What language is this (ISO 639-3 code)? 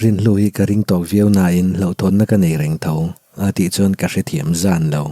lus